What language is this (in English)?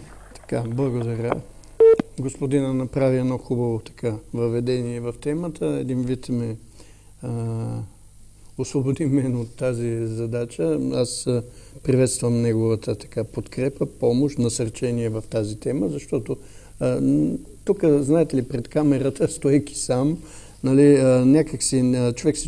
Bulgarian